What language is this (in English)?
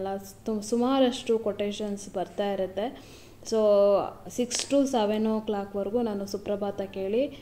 Kannada